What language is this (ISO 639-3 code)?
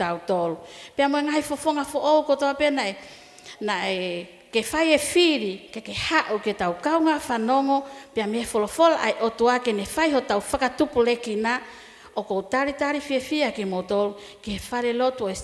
ton